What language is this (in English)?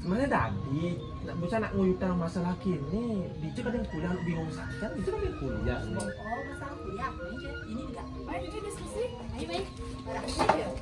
Balinese